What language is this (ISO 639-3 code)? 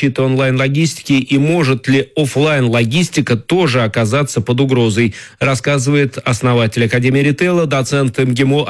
rus